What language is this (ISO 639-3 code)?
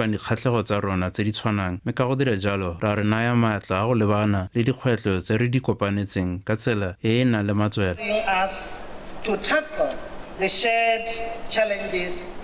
tsn